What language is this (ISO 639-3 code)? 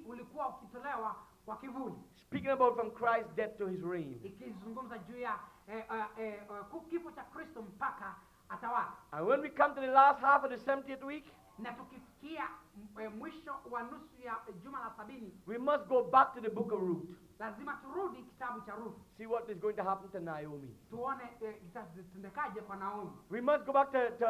swa